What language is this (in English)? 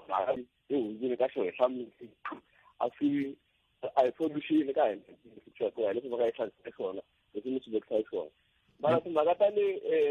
Tsonga